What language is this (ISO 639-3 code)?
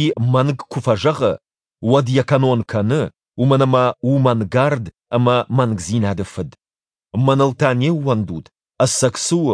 oss